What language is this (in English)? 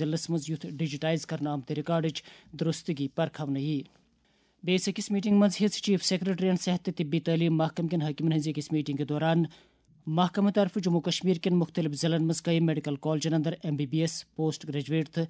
Kashmiri